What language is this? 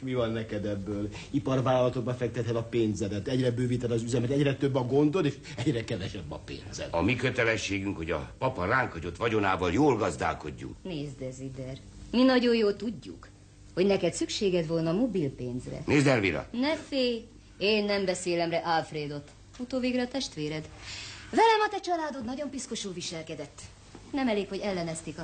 Hungarian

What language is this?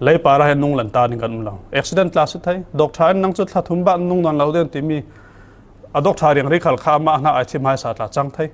Falam Chin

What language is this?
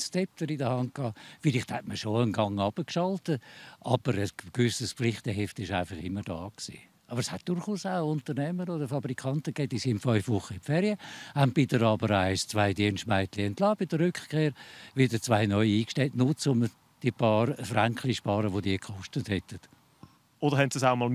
Swiss German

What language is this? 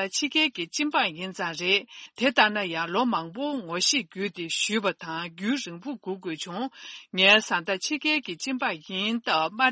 Tibetan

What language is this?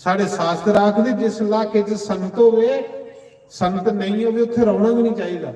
Dogri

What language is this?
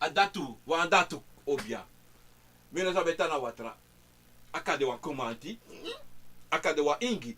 Sranan Tongo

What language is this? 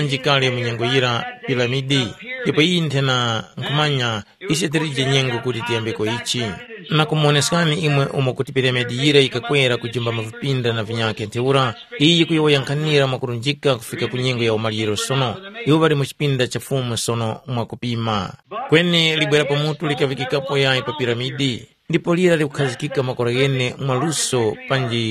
Tumbuka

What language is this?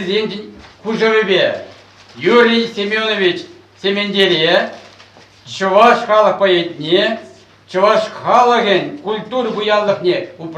Chuvash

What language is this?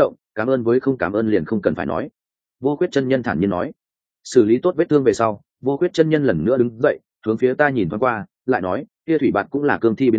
Vietnamese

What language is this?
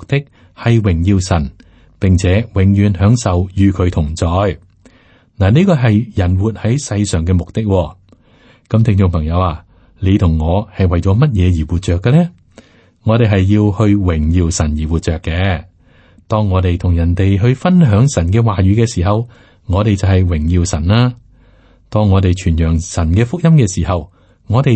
Cantonese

